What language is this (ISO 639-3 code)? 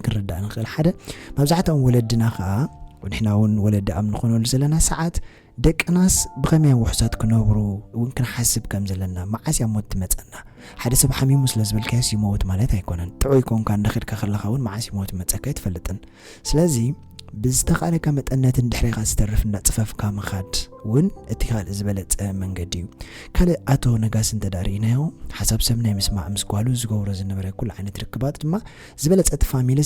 tir